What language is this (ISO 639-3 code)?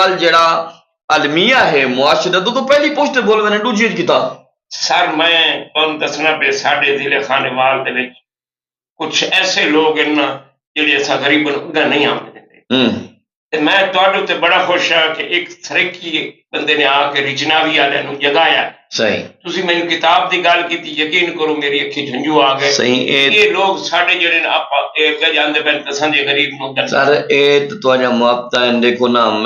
skr